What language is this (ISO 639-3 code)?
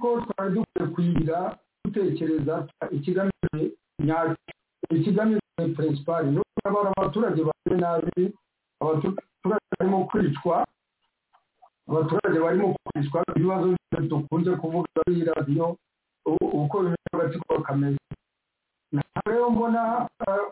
kin